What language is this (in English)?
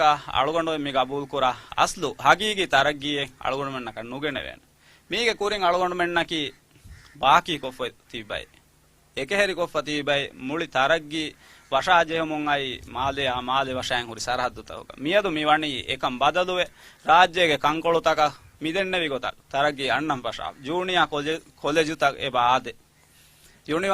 Divehi